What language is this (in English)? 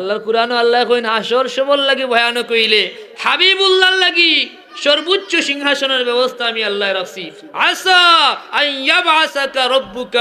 Sylheti